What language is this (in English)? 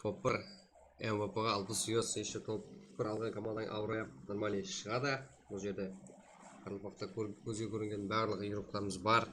Kara-Kalpak